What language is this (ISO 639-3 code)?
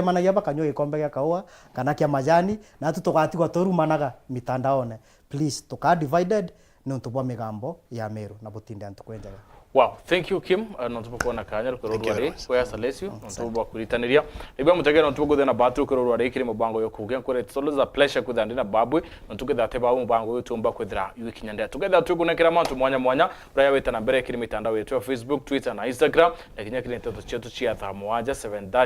mer